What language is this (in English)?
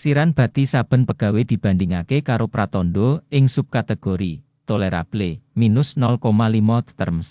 Javanese